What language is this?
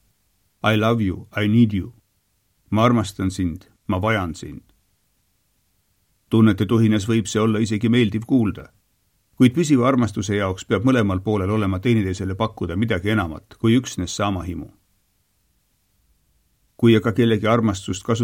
Estonian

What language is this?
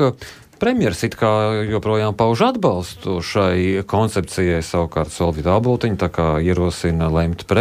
Latvian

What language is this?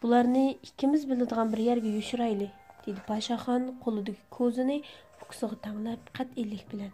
Uyghur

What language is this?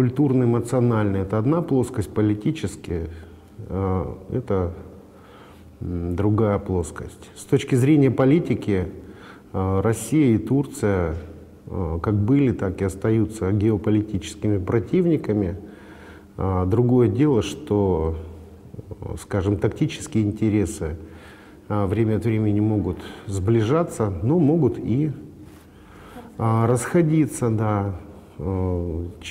Russian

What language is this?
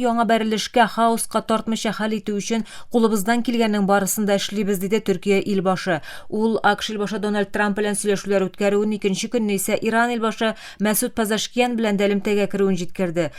Tatar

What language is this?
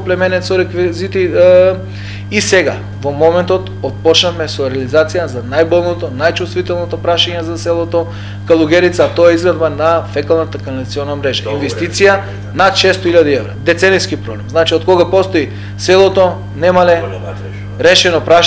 Macedonian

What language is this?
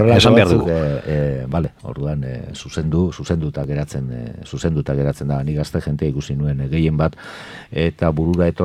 Basque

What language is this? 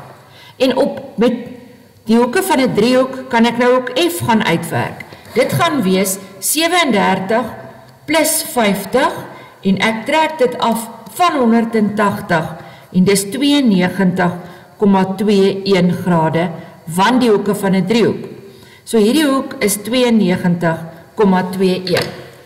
Afrikaans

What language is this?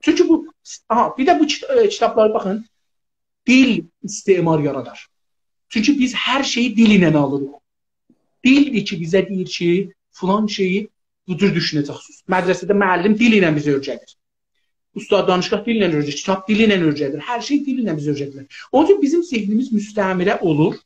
South Azerbaijani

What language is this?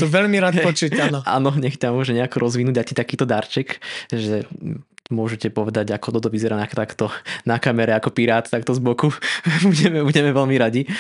Slovak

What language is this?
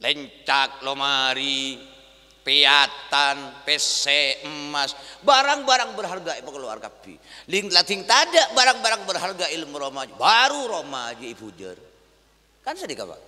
Madurese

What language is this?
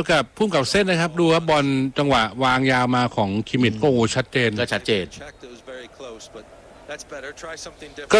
Thai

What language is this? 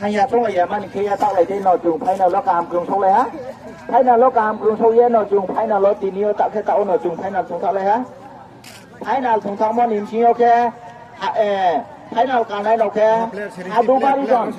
Riang (India)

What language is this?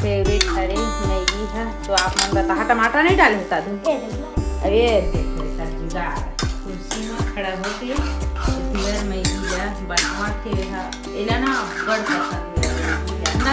Chhattisgarhi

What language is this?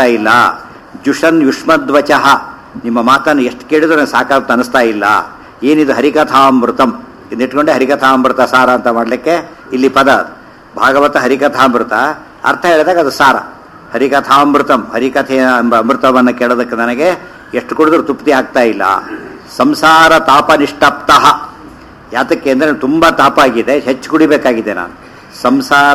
Kannada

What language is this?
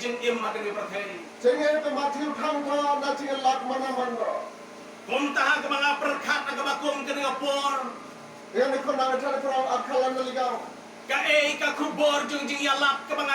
Khasi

